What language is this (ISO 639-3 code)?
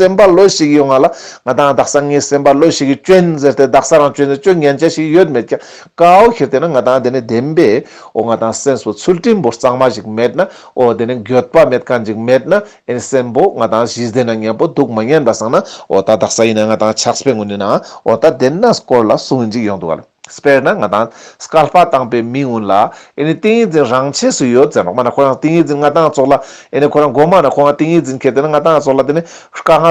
lbj